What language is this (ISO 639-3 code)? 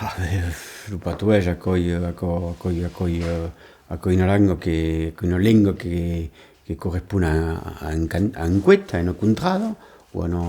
oci